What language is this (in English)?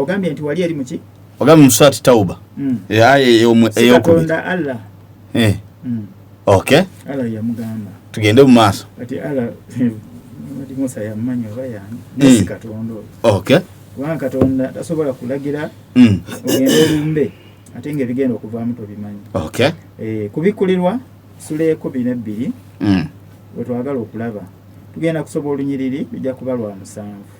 Ganda